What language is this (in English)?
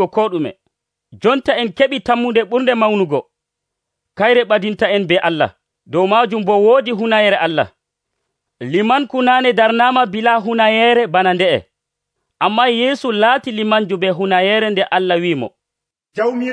Nigerian Fulfulde